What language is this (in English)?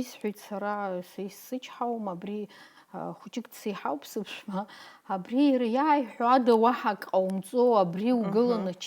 Abkhazian